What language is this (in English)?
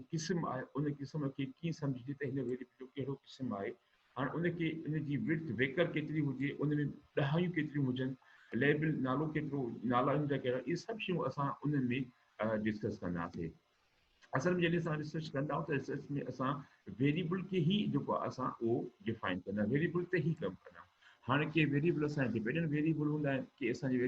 Sindhi